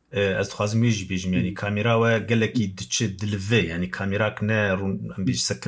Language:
Kurdish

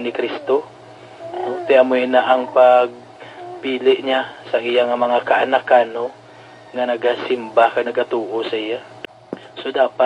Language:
Hiligaynon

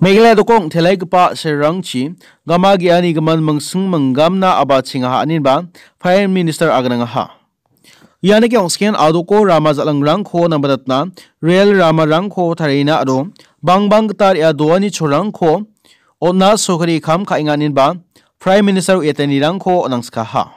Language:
Garo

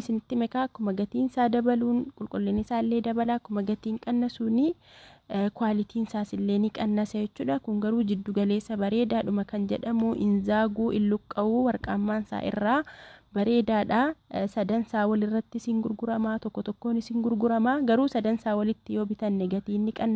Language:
Oromo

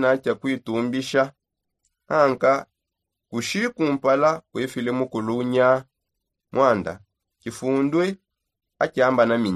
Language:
Songe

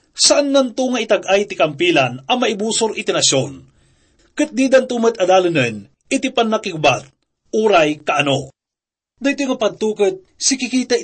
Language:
Iloko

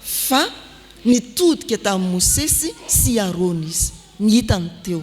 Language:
Malagasy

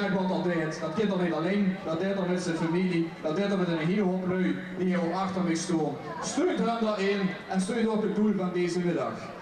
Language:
Limburgish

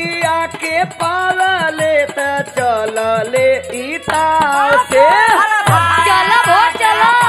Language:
Bhojpuri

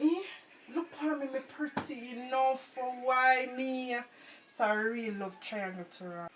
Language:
Jamaican Creole English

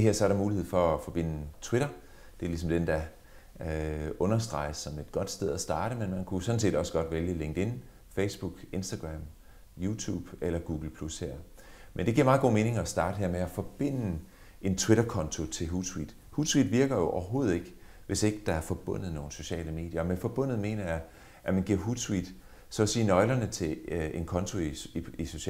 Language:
Danish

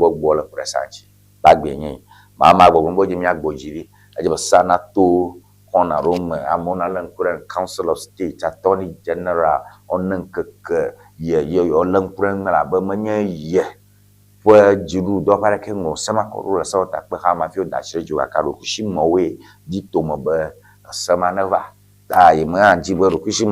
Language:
Ewe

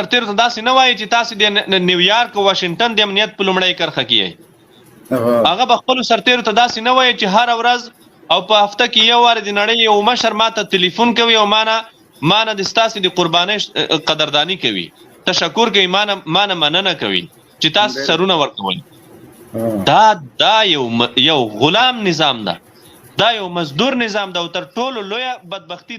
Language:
Pashto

